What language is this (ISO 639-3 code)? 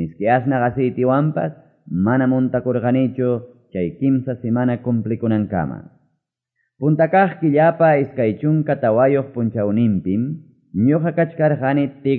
que